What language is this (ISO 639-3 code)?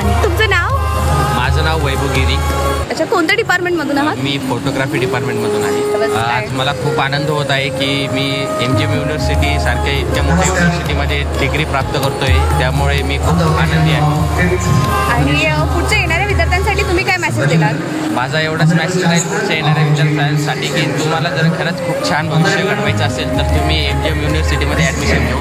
mar